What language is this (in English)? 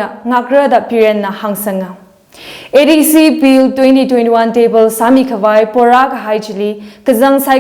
Tangkhul Naga (India)